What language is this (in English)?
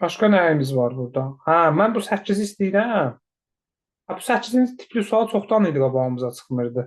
Azerbaijani